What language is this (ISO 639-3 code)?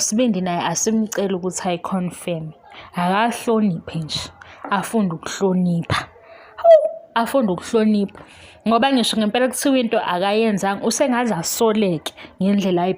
zul